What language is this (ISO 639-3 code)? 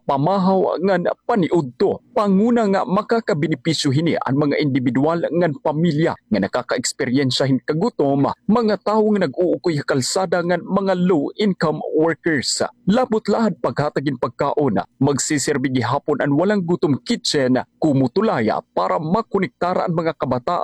war